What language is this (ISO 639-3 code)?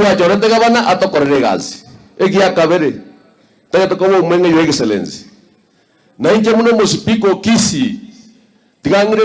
guz